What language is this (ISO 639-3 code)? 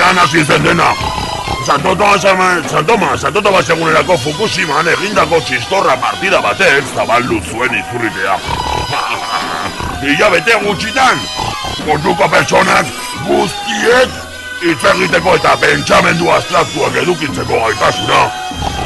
eus